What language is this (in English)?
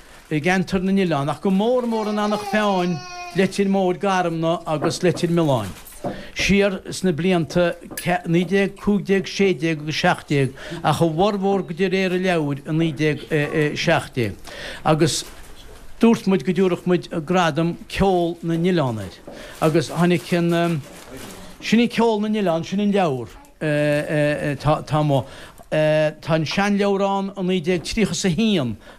Irish